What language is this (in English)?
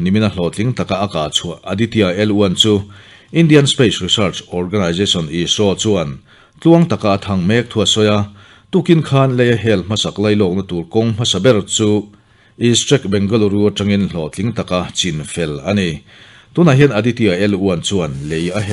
Mizo